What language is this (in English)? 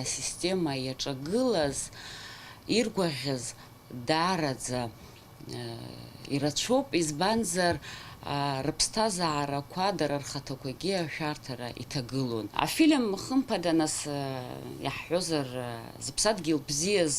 Abkhazian